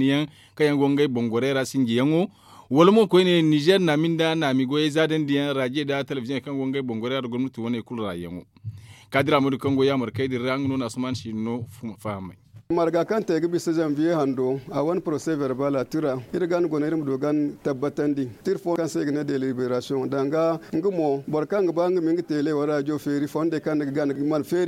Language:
Zarma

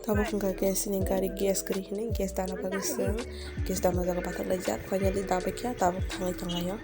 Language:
Kok Borok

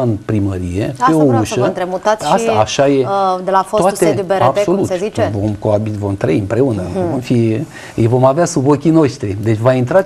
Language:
Romanian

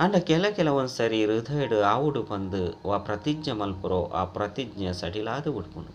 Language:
Tulu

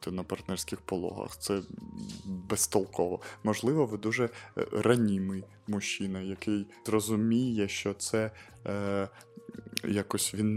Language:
Ukrainian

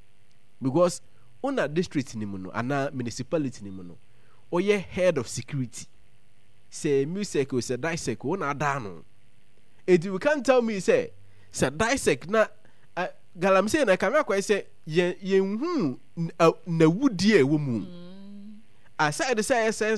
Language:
Akan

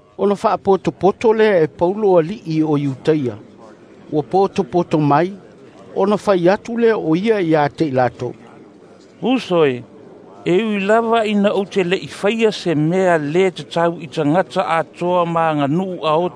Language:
Samoan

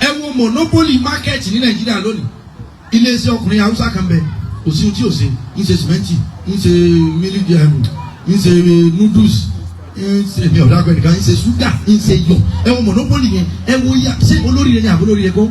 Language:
Yoruba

